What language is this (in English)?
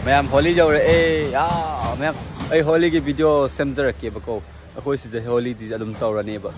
Manipuri